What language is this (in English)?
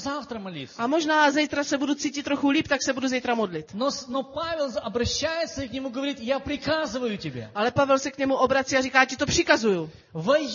Czech